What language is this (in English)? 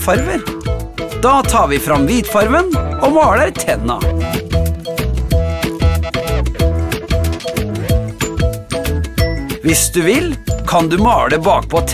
Norwegian